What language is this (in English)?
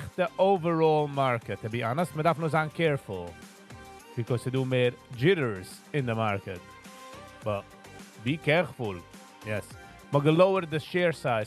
Yiddish